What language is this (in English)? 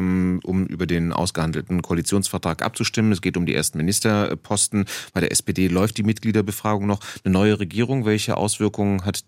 German